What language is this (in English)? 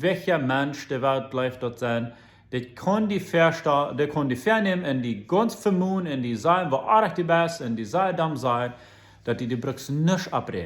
Plautdietsch